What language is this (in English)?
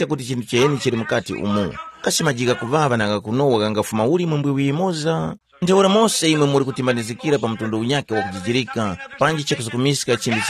Tumbuka